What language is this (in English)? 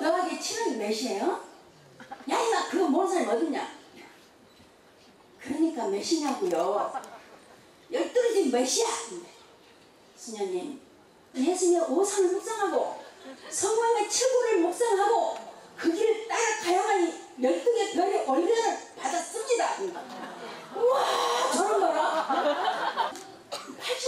Korean